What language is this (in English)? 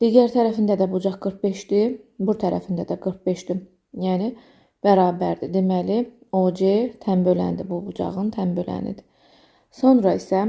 Azerbaijani